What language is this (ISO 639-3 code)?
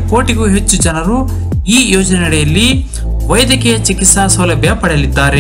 kan